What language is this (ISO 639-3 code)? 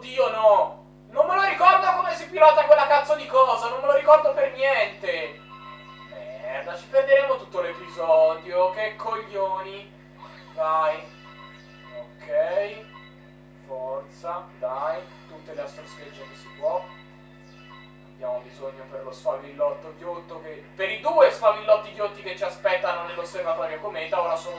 ita